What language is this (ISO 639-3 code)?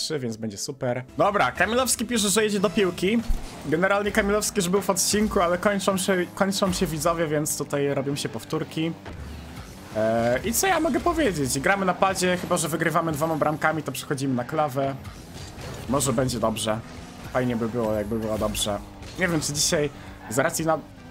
pol